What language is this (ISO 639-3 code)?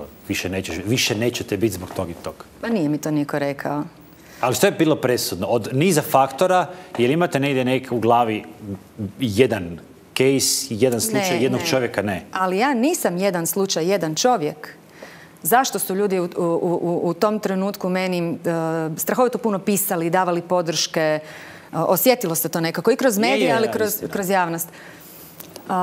hrv